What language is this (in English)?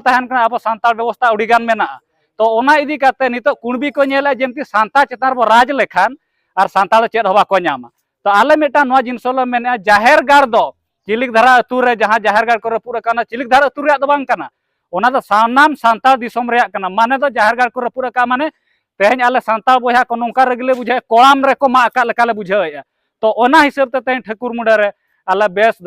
Santali